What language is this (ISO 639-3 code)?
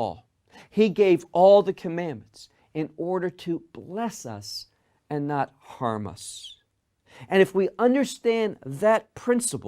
eng